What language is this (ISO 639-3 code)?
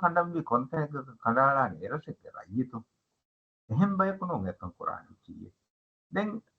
div